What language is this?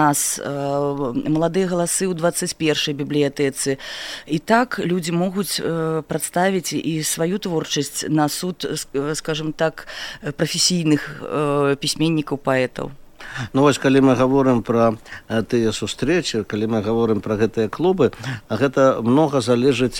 Belarusian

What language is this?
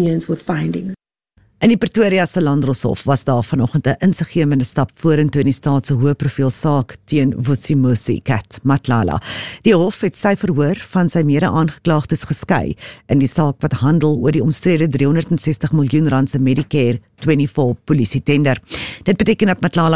Afrikaans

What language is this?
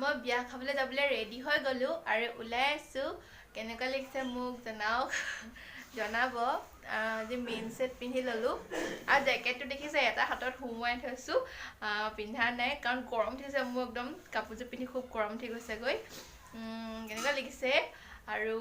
Assamese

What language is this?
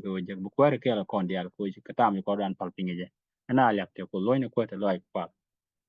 Nuer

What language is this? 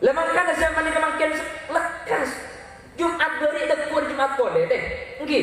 Madurese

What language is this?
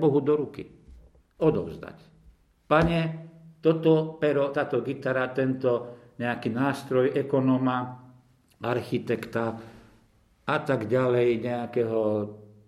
Slovak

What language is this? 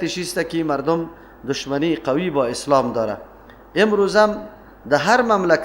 Persian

